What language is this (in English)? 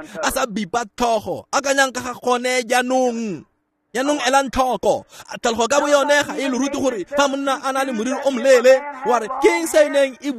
Tswana